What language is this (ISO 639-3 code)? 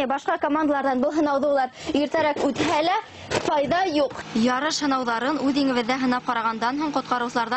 bak